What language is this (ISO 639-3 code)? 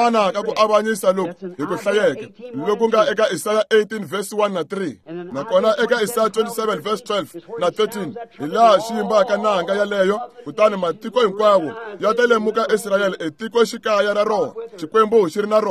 tso